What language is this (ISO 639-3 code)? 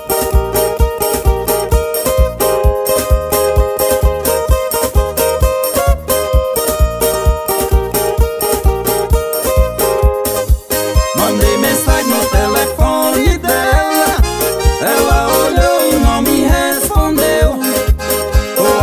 por